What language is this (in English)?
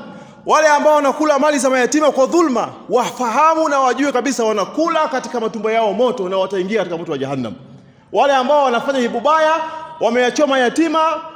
Swahili